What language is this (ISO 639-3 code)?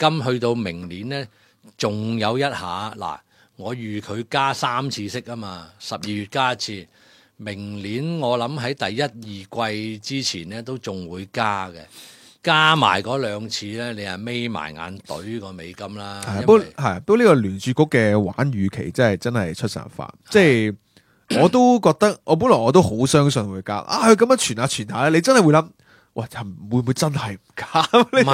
yue